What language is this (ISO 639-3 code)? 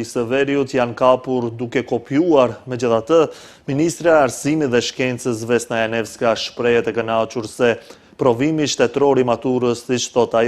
sqi